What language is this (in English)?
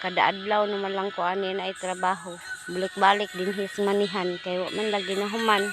Cebuano